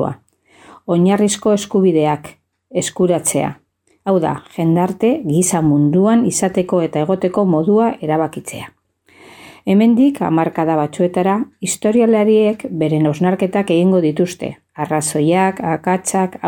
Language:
Basque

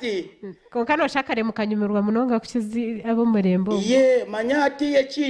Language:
Nyankole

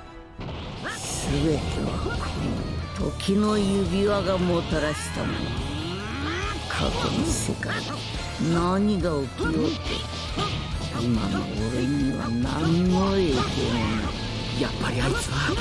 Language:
Japanese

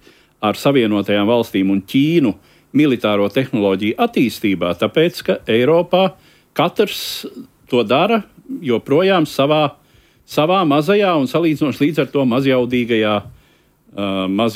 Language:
Latvian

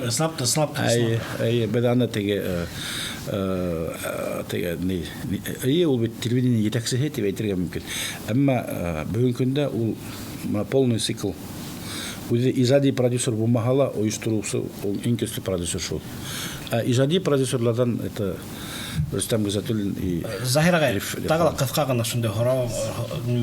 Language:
Bashkir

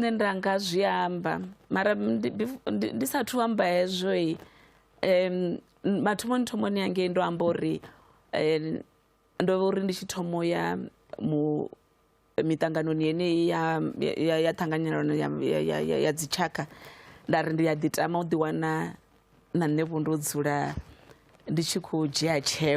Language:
Venda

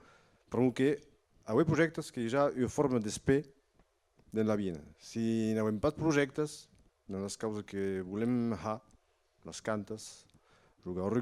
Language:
Occitan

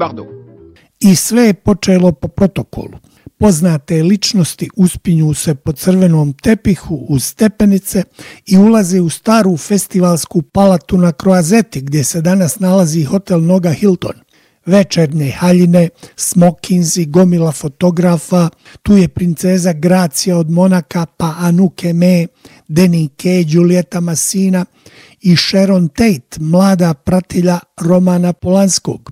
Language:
Bosnian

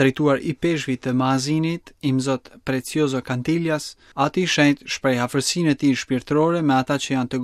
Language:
Albanian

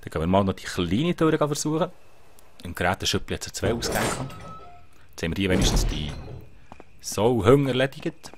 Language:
Swiss German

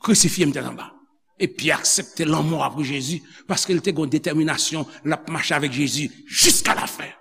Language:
Haitian Creole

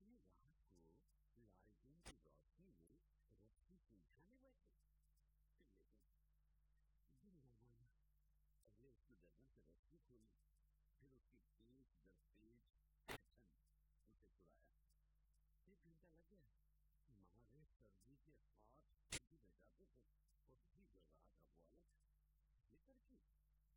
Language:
Hindi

